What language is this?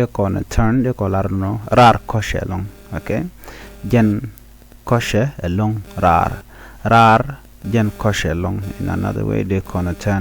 Nuer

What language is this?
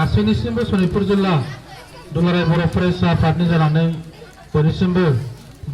Bodo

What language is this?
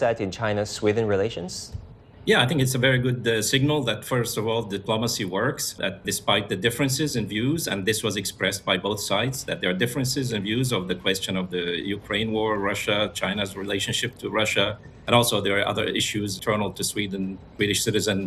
English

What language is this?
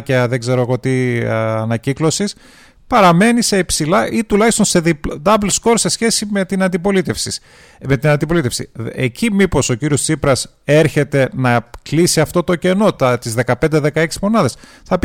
Greek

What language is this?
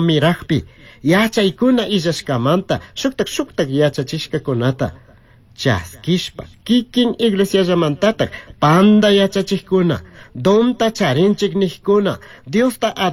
Chimborazo Highland Quichua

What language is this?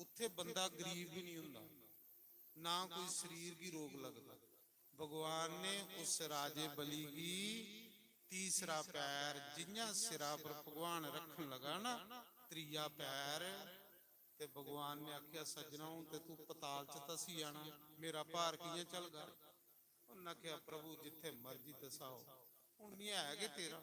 Dogri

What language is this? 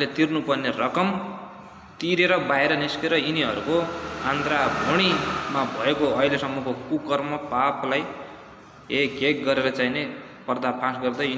Nepali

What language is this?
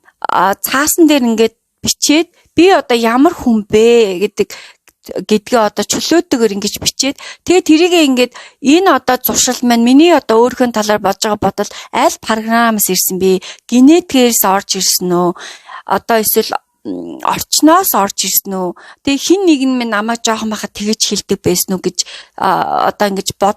Mongolian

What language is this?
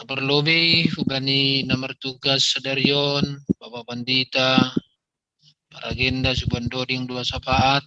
Batak Simalungun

